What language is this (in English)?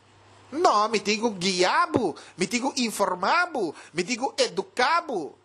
Papiamento